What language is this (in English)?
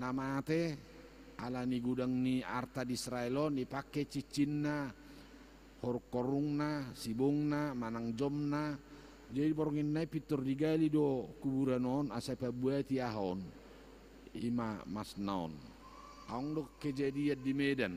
Batak Toba